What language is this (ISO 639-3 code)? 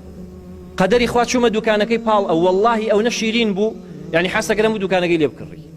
ckb